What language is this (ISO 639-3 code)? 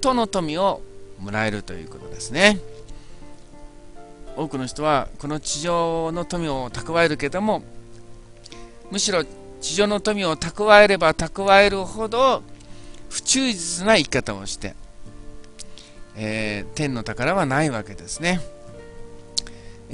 jpn